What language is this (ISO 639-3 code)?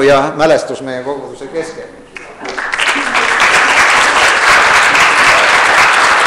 est